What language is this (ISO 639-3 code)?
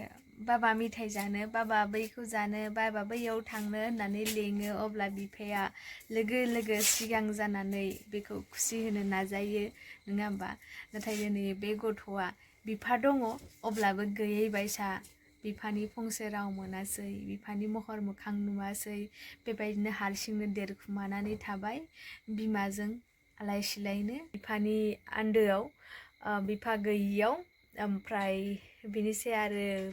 brx